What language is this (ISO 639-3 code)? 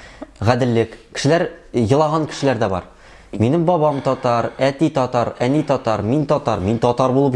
tat